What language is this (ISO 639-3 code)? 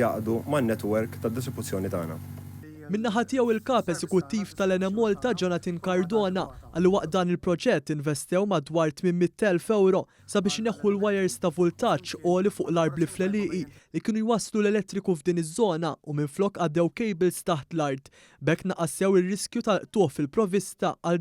mlt